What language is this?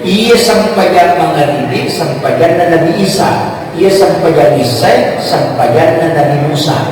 Buginese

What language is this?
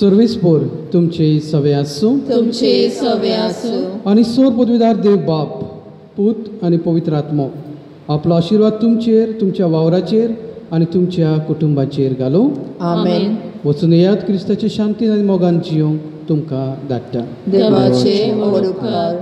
Konkani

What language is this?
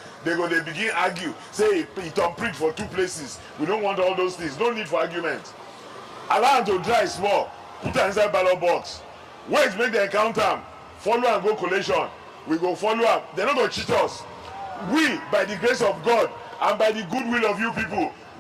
Nigerian Pidgin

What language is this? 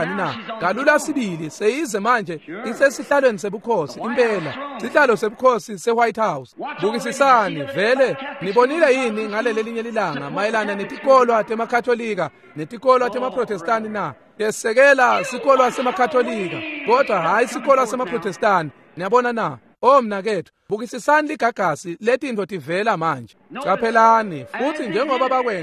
Swati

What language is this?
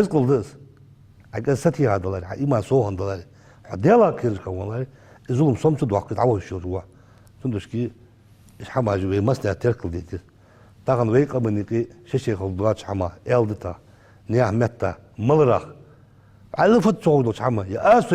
Ingush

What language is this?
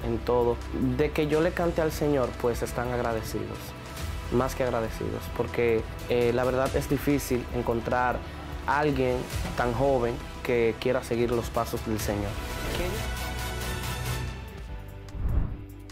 Spanish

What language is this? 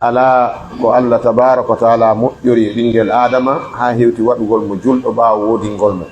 Pular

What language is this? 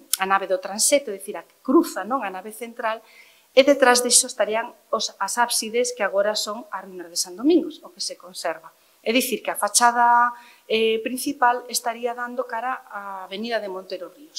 Galician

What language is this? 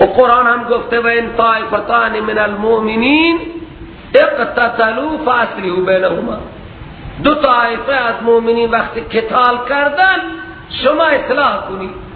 Persian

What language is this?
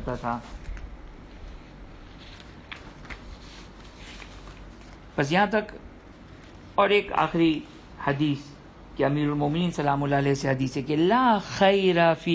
Urdu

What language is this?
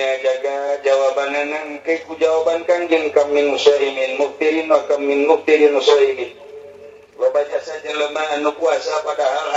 Sundanese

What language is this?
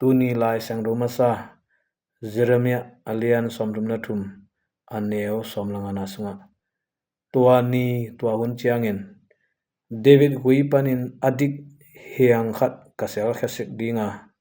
Tedim Chin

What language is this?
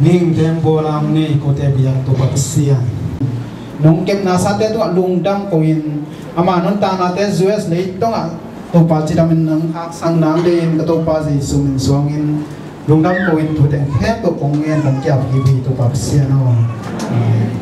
Tedim Chin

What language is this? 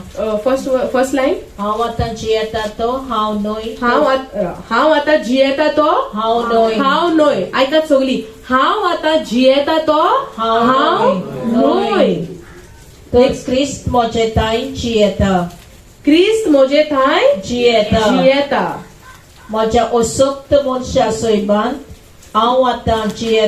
Konkani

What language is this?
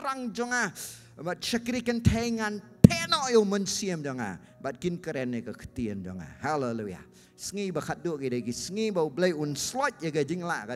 Khasi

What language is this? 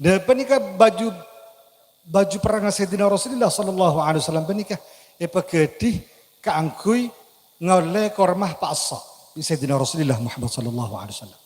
Madurese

